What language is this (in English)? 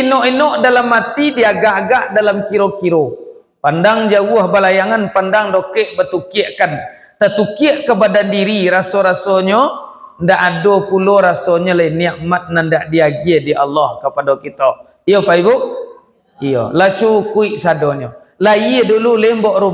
Minangkabau